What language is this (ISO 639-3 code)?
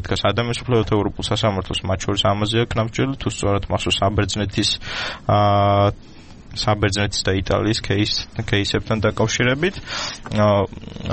kat